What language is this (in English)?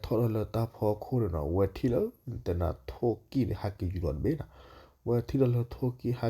S'gaw Karen